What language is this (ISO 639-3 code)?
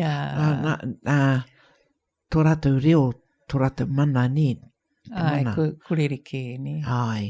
mri